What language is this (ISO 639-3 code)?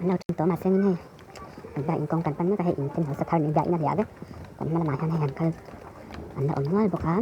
lus